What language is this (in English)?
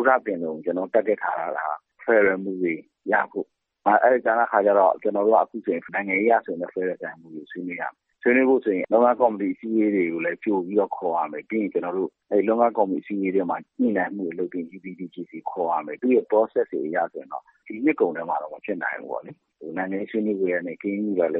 Burmese